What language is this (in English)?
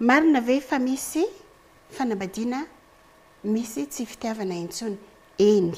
Malagasy